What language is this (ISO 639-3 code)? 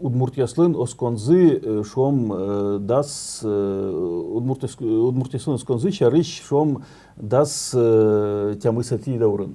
udm